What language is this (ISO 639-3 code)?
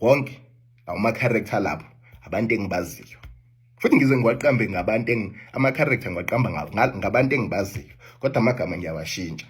zul